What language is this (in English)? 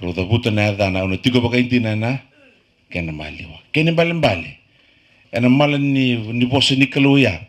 Fijian